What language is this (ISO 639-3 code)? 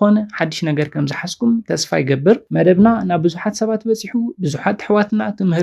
tir